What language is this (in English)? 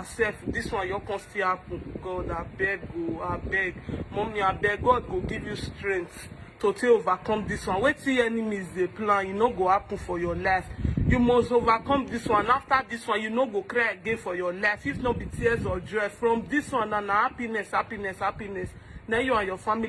Nigerian Pidgin